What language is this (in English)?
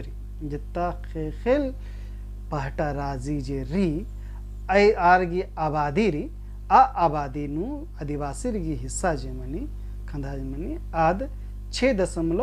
Kurukh